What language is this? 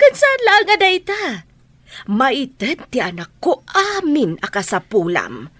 Iloko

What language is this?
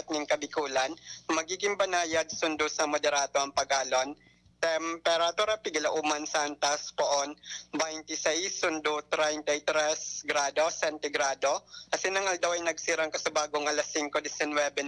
Bikol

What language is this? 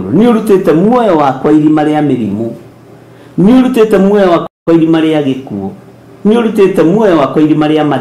Kikuyu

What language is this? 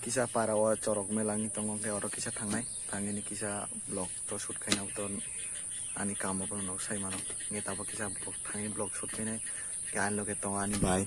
Kok Borok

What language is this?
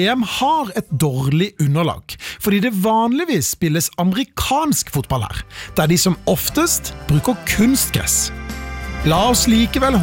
Norwegian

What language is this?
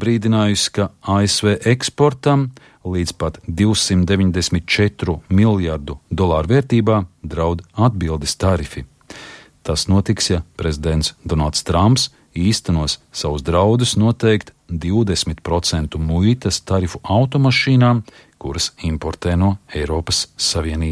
Latvian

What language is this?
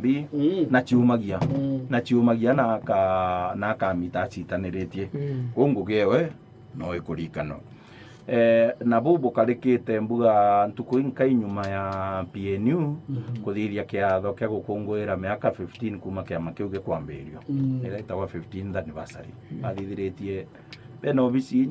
Meru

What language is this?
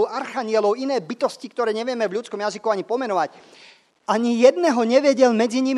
Slovak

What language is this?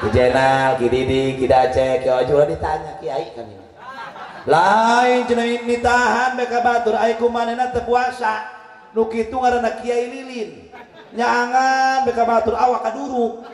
Sundanese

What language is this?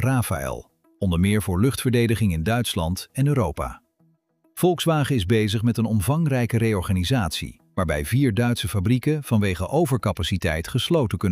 Dutch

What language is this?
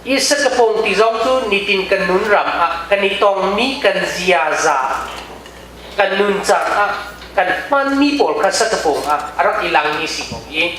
Hakha Chin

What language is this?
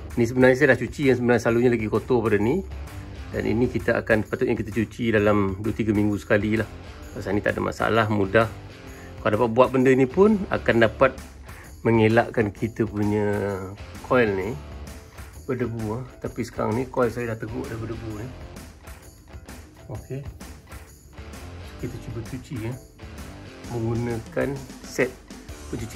Malay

